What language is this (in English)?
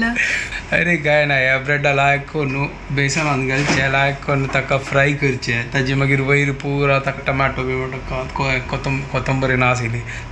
Konkani